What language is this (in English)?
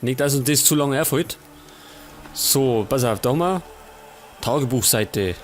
Bavarian